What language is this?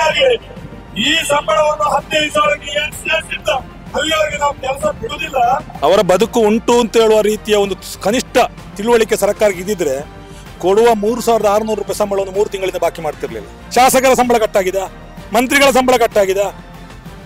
Kannada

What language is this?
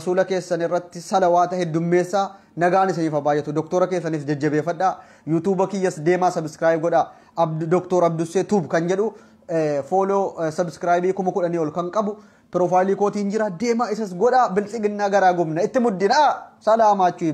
Oromo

